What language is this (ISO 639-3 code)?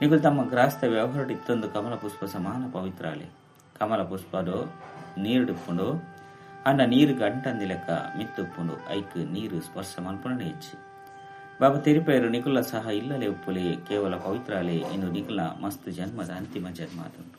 tcy